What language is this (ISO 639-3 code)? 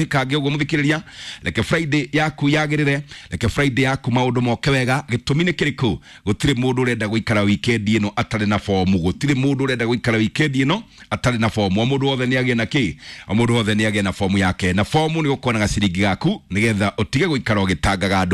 kik